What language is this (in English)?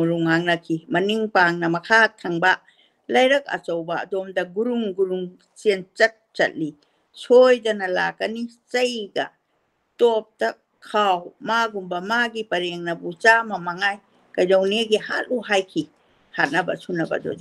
Manipuri